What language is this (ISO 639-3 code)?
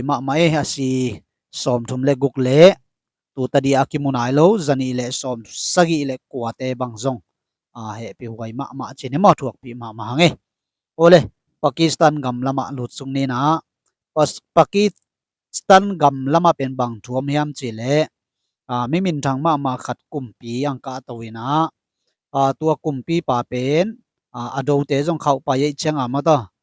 ctd